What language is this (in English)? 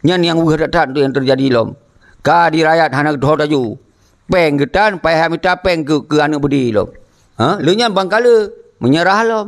Achinese